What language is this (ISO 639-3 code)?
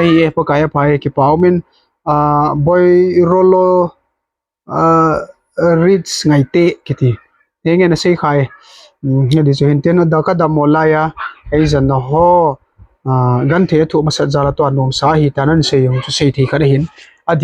tcz